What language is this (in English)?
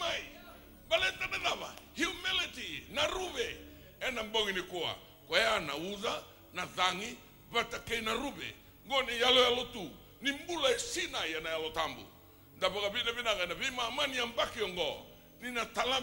Fijian